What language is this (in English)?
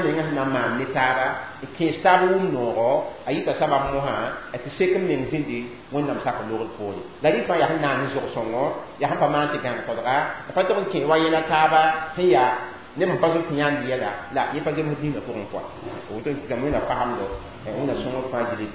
Mossi